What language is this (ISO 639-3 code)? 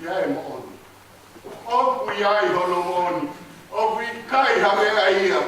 ton